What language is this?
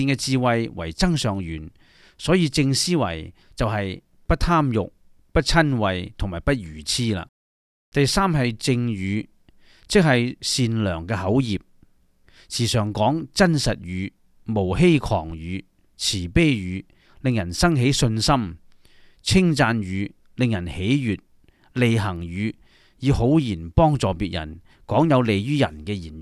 Cantonese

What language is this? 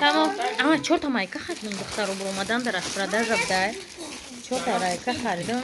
Tajik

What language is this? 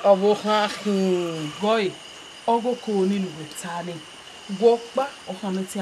Bini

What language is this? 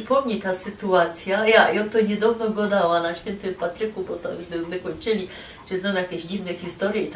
Silesian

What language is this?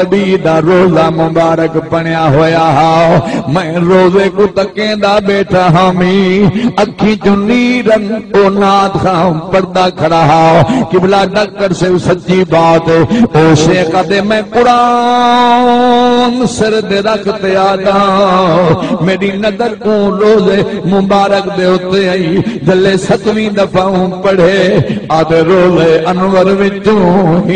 Saraiki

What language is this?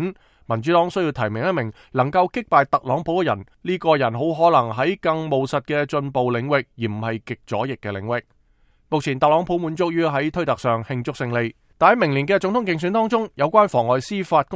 Cantonese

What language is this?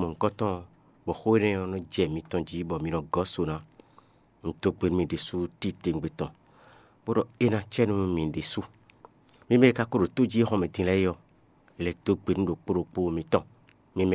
Fon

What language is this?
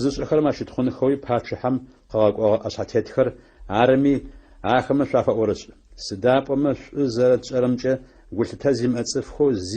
Adyghe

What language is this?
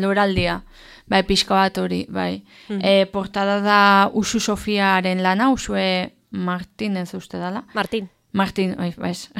Basque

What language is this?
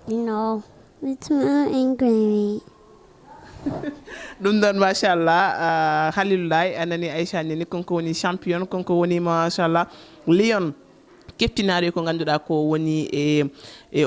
Fula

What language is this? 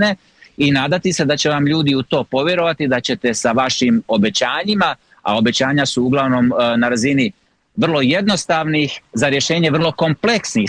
Croatian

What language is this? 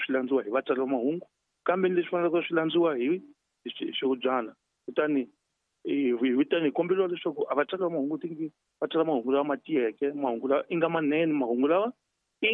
Tsonga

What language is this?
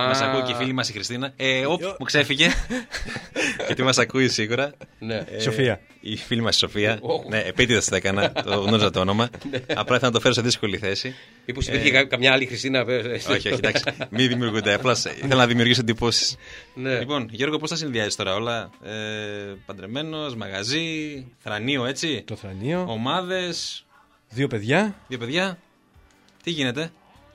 Greek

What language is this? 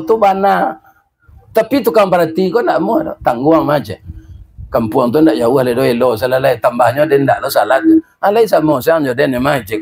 Minangkabau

